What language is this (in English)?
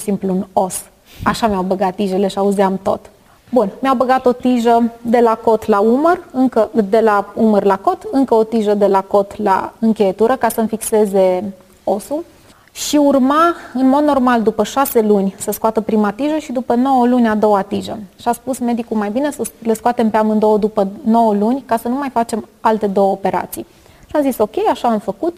Romanian